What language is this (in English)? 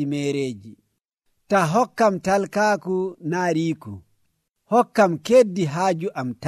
Nigerian Fulfulde